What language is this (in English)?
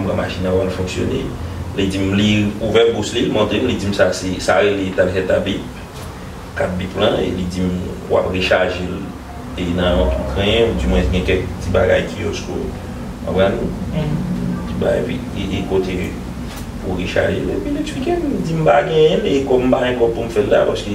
Haitian Creole